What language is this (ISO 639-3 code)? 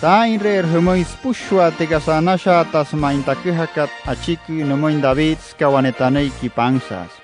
guc